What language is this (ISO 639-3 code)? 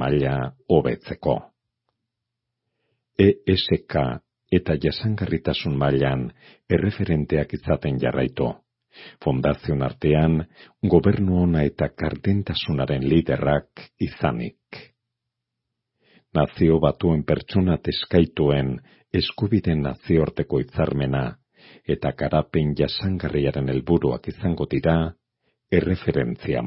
eus